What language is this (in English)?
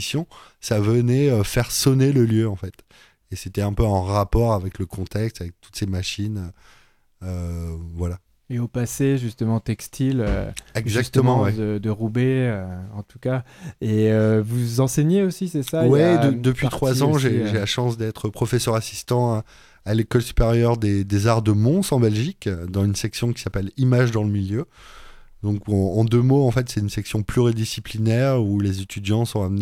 French